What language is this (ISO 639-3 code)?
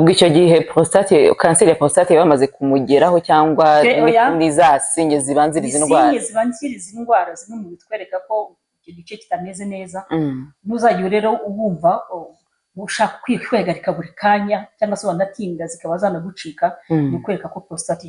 kin